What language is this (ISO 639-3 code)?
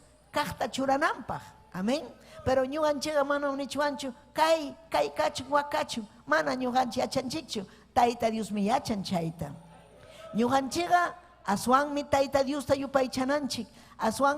quy